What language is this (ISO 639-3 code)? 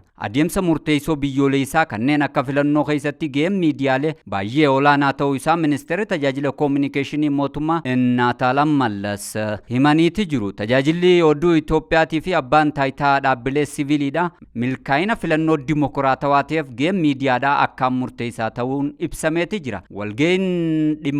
orm